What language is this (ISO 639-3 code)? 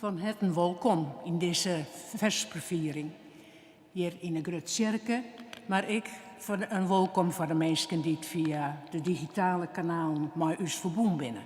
fry